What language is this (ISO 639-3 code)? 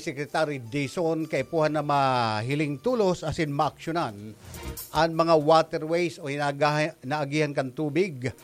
bik